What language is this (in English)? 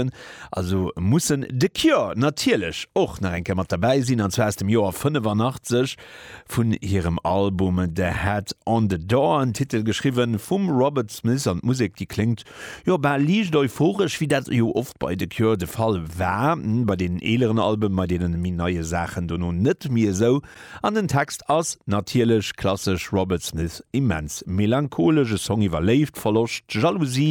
Luxembourgish